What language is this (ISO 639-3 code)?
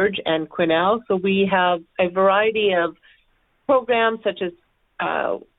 eng